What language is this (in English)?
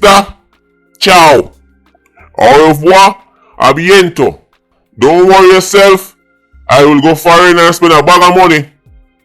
Jamaican Creole English